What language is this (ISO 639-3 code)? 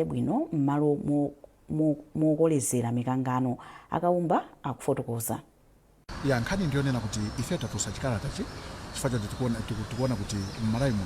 nya